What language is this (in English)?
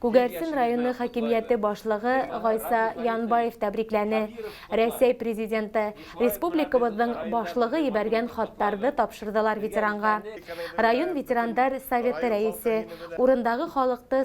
Bashkir